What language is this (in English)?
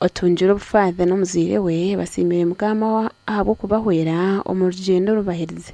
Nyankole